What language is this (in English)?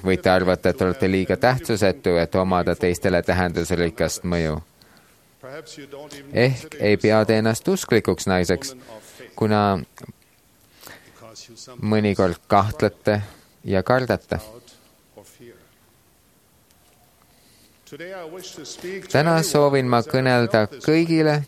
Estonian